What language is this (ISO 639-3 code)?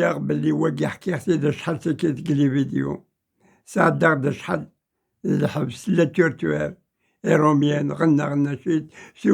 kab